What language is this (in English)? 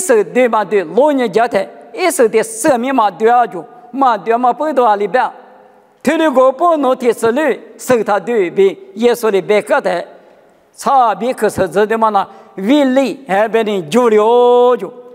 Lisu